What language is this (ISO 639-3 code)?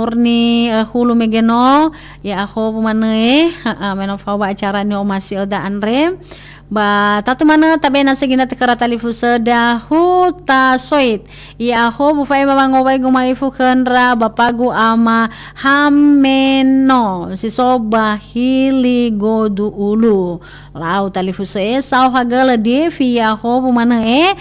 nia